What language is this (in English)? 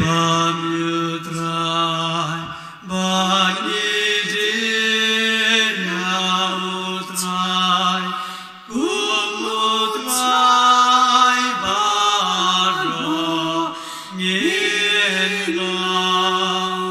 Khasi